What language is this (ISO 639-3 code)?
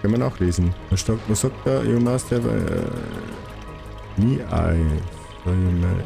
bar